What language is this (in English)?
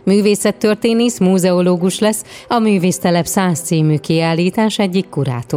Hungarian